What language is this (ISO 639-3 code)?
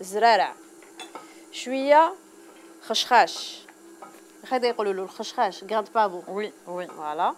arq